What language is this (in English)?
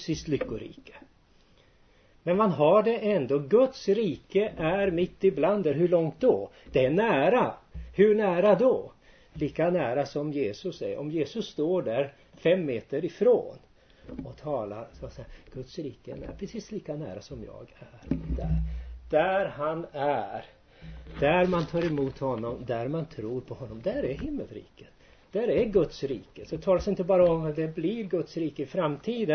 Swedish